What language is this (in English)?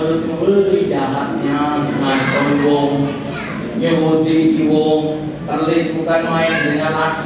Musi